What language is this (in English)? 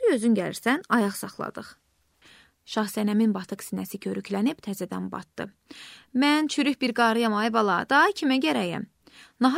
Azerbaijani